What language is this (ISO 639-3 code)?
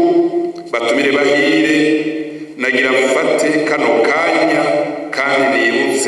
run